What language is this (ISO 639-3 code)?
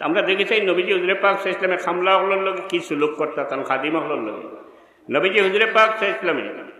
syl